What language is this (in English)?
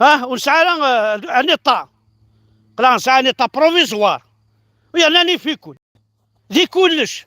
Kabyle